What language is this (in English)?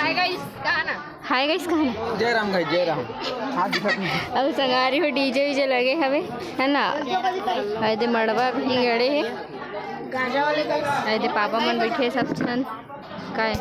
Chhattisgarhi